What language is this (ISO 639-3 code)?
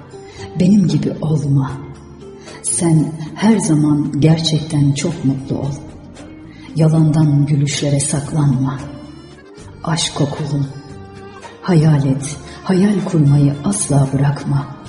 tur